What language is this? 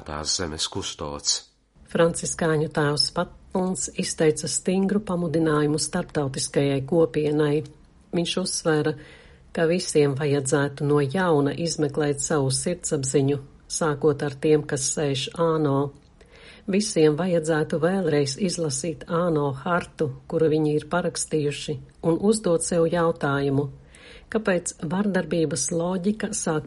Latvian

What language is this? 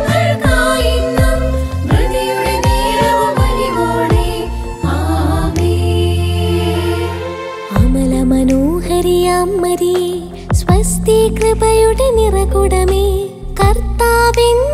Malayalam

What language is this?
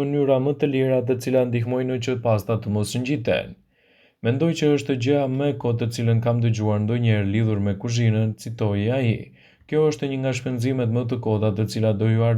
Albanian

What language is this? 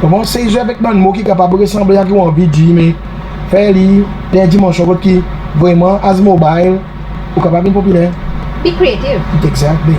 Seselwa Creole French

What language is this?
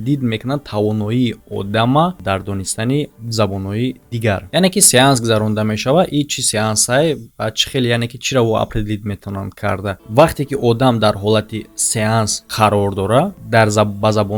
Tajik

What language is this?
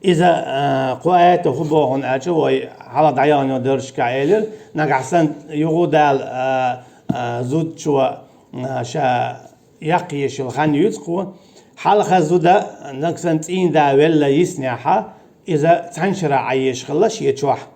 Chechen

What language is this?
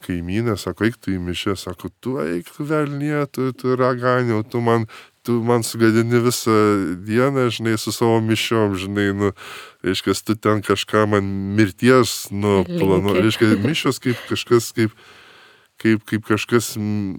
Lithuanian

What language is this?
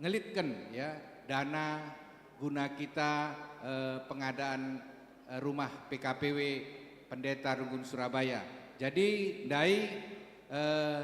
Batak Karo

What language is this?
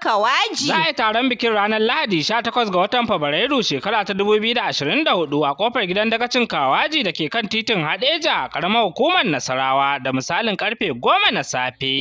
Hausa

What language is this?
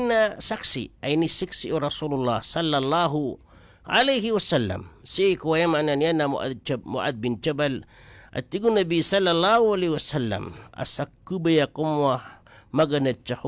Maranao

